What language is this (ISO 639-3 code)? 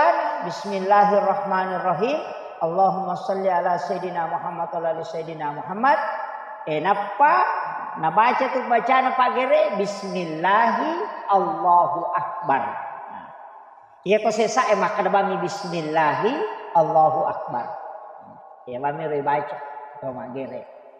bug